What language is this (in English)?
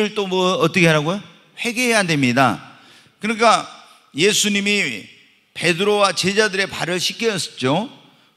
Korean